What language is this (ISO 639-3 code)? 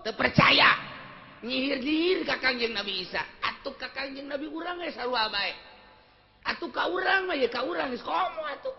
sun